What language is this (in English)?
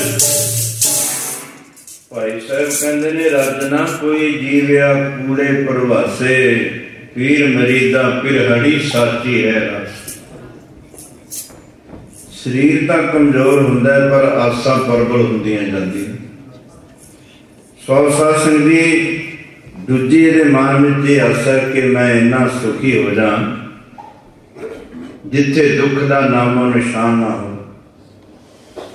Punjabi